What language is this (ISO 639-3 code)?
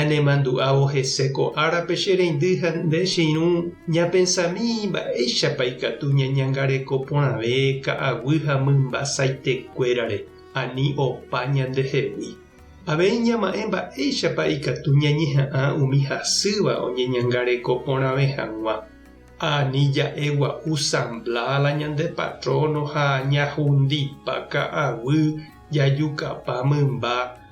grn